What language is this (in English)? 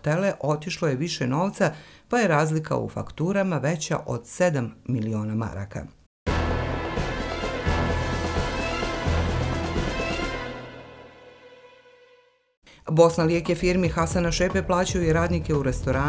Bosnian